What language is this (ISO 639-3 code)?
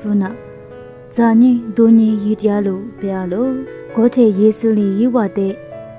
lis